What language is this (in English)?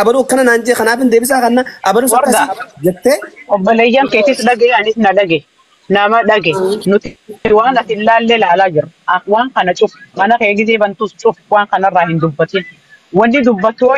Oromo